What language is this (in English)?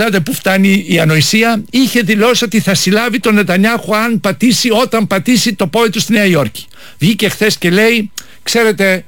Greek